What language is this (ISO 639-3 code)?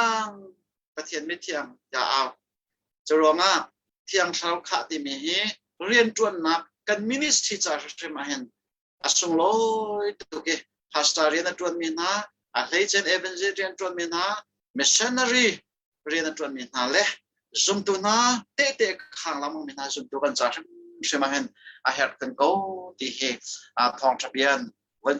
cnh